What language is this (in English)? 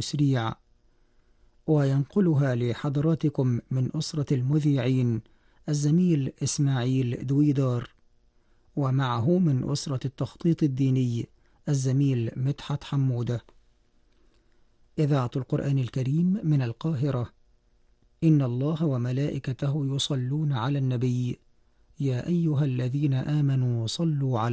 Arabic